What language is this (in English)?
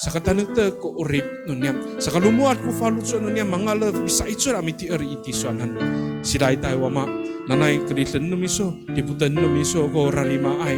Amis